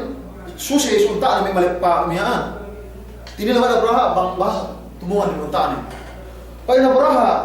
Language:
Yakan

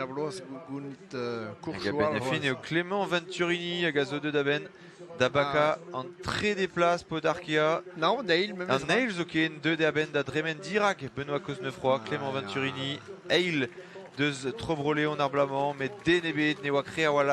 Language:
Breton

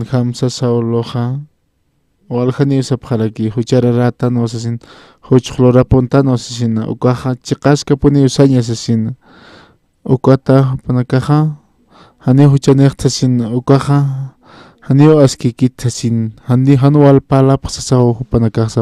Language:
Aymara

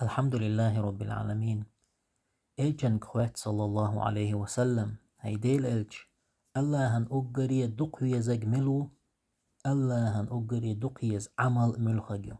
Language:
Chechen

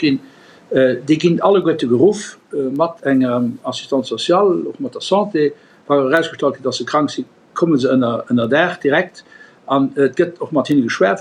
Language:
Luxembourgish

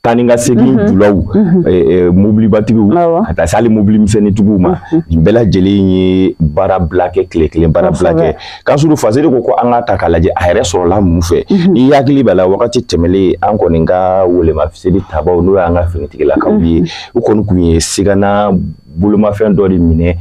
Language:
Bambara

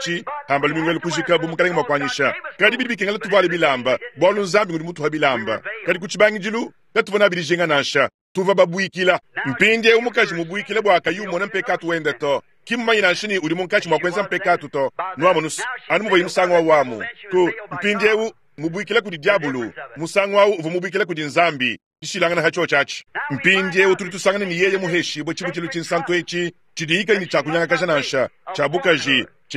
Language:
Luba-Lulua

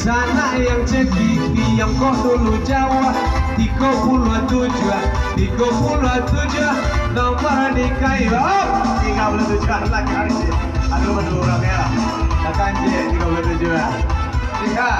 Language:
Minangkabau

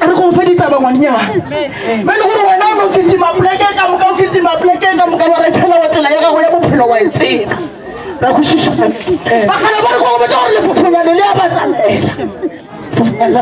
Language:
Northern Sotho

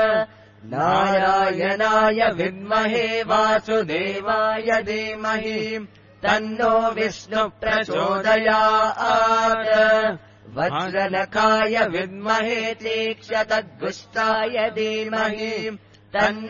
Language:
Sanskrit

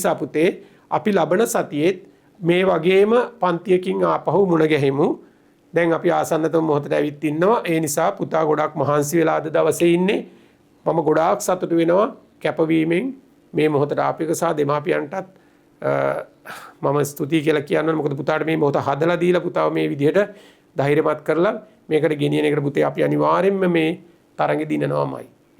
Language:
Sinhala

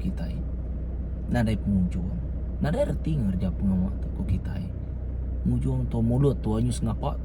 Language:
Iban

